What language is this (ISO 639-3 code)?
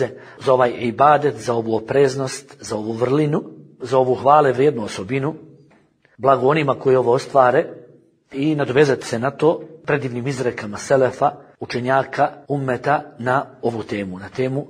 bos